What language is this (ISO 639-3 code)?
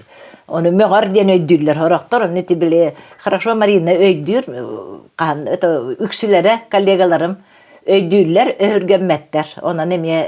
sah